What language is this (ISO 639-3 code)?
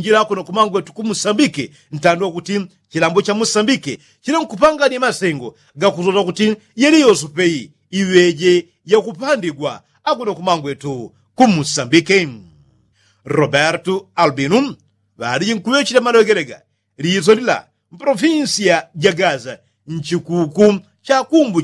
yao